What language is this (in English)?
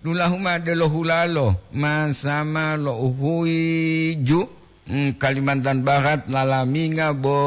Gorontalo